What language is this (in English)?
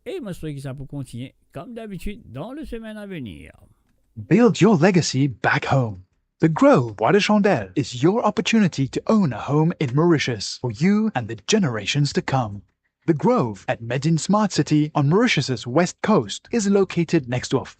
Morisyen